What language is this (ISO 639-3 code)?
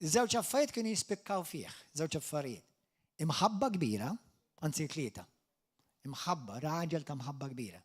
mlt